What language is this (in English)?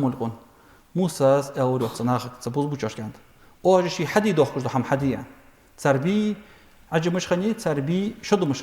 Ingush